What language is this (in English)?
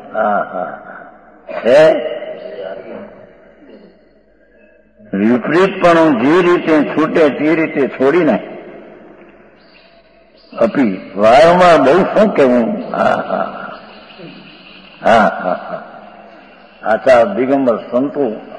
Gujarati